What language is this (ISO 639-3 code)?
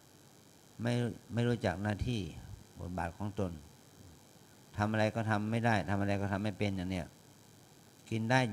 tha